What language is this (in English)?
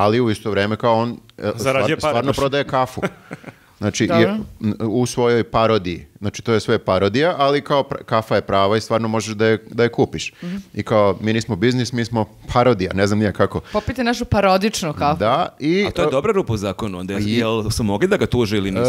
Serbian